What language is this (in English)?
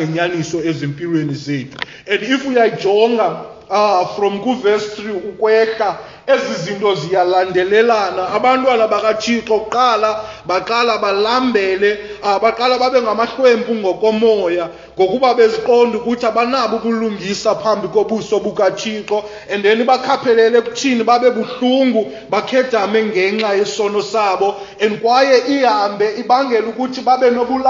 Xhosa